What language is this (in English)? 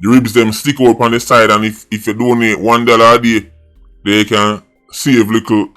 Jamaican Creole English